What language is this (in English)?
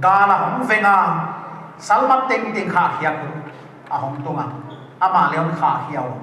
Paite Chin